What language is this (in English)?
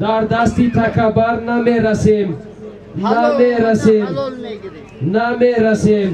Tajik